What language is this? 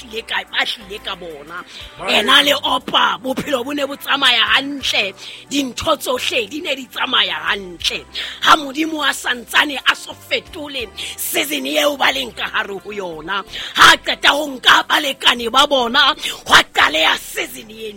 Southern Sotho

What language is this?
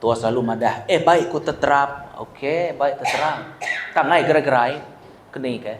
Iban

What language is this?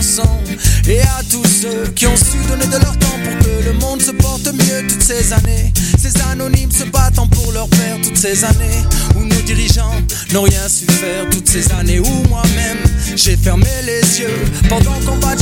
French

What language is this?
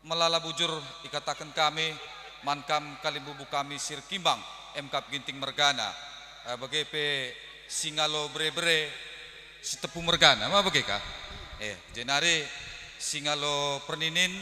Batak Karo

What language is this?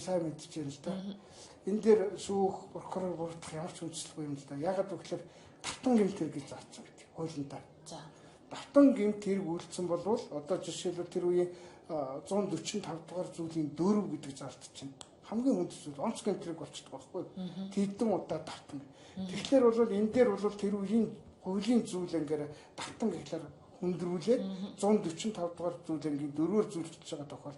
Mongolian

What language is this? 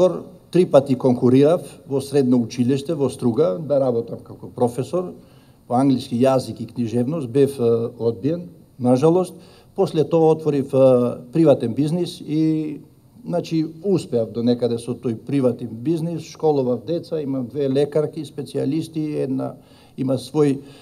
Macedonian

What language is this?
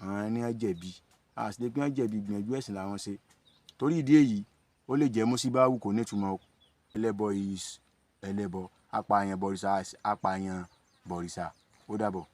Yoruba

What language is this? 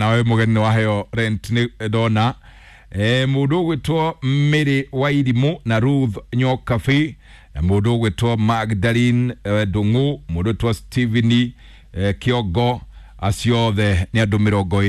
Kikuyu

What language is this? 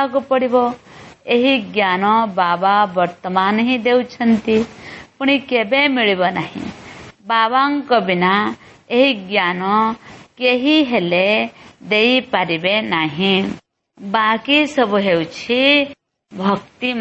Odia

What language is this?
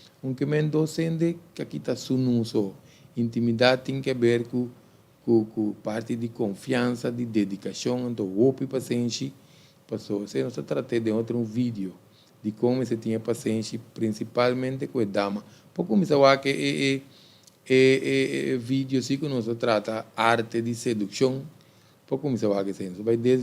Papiamento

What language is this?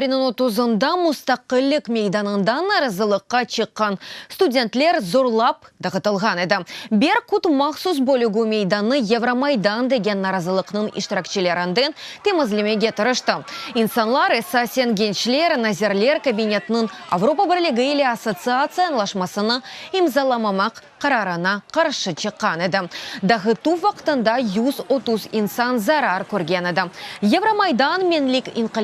Crimean Tatar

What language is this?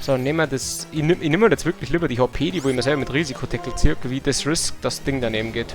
Bavarian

